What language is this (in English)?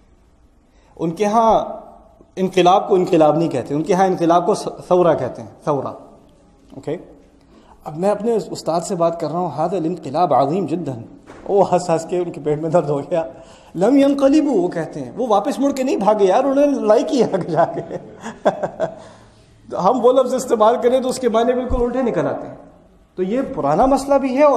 Urdu